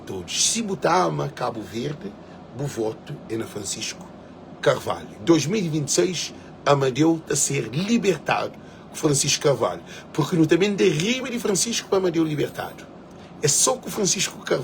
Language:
Kabuverdianu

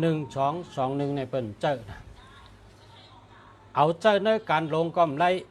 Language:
Shan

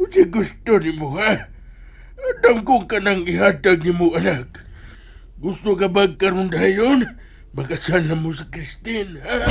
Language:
Cebuano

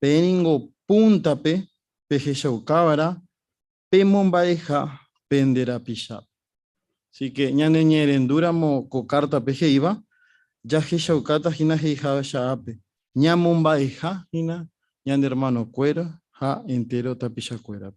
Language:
Guarani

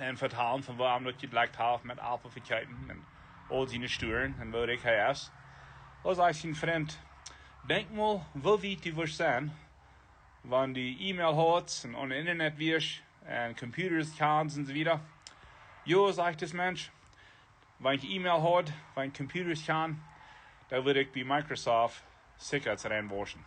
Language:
Plautdietsch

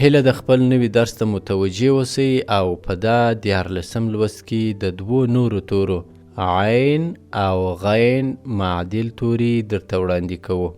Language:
Pashto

